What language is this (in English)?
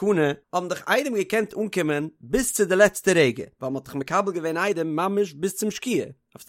Yiddish